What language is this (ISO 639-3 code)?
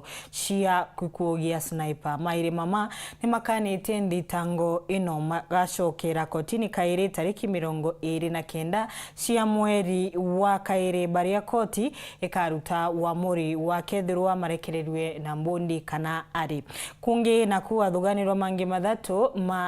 mer